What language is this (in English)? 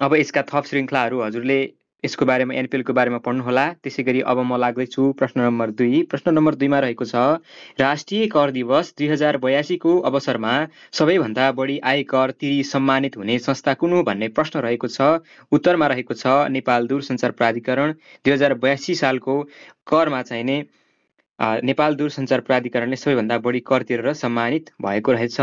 Nepali